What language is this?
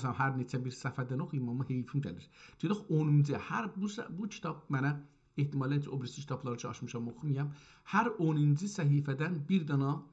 South Azerbaijani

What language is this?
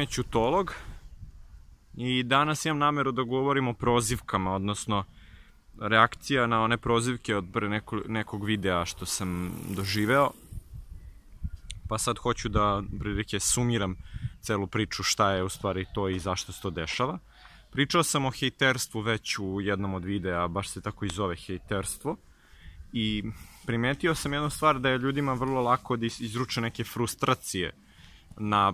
Serbian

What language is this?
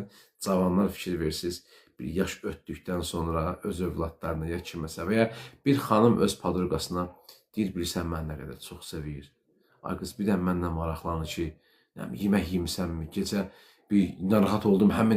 Azerbaijani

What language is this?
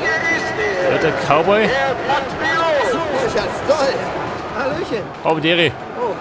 Bavarian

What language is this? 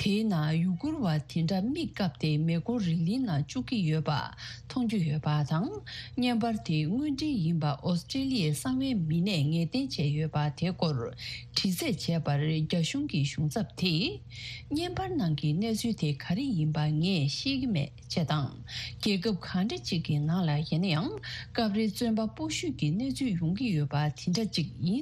Tibetan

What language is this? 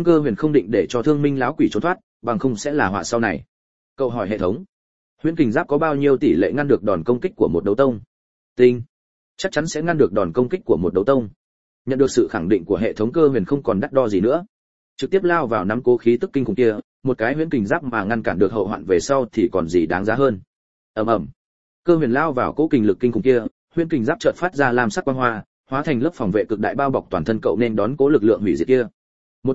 Vietnamese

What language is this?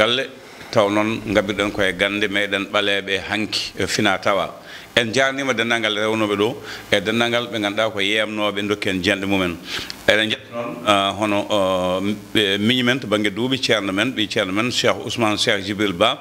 Fula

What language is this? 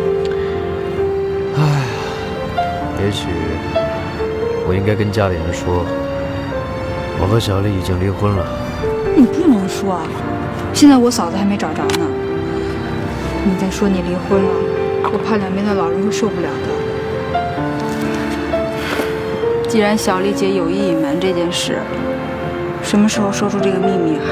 Chinese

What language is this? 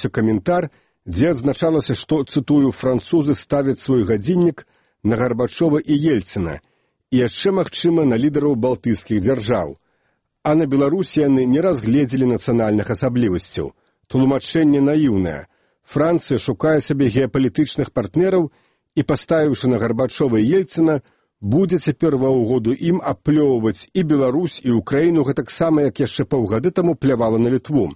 Belarusian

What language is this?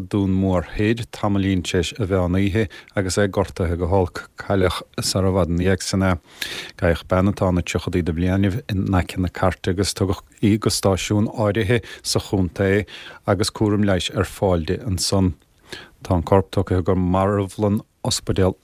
Irish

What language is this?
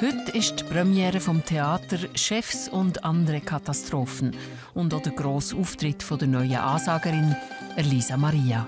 Swiss German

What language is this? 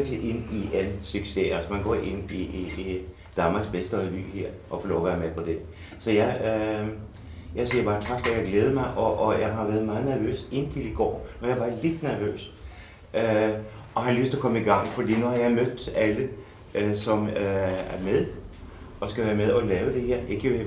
Danish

